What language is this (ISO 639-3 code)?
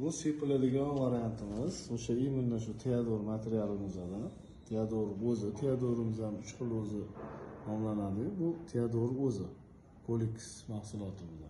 uzb